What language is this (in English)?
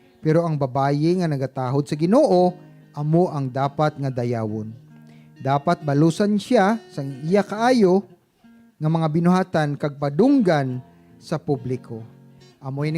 Hiligaynon